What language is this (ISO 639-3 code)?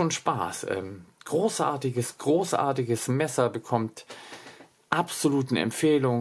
deu